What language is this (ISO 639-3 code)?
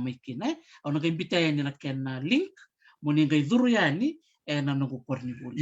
fij